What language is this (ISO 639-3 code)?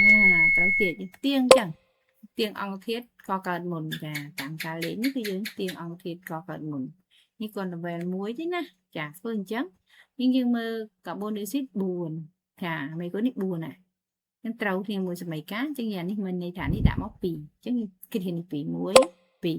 khm